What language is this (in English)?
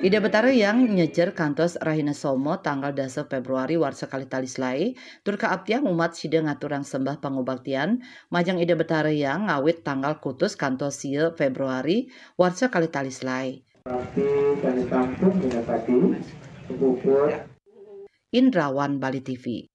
Balinese